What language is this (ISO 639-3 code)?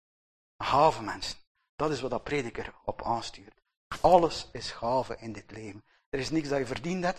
nld